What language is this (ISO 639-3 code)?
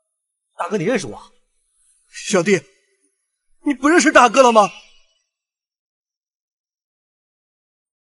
zho